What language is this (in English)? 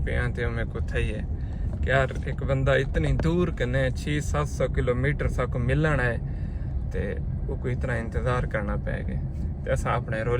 Saraiki